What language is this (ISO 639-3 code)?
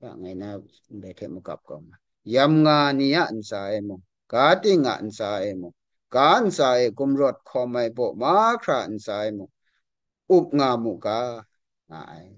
kac